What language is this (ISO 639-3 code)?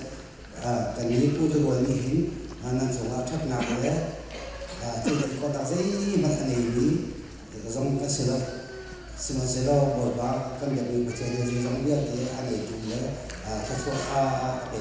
cnh